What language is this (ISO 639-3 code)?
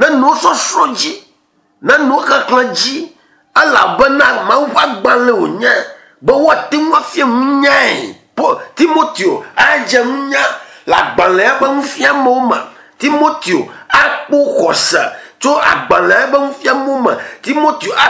ewe